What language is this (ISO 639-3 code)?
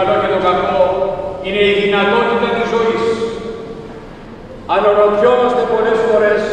ell